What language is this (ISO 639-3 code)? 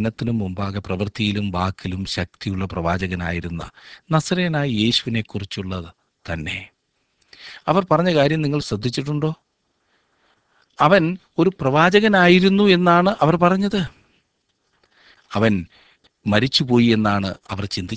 mal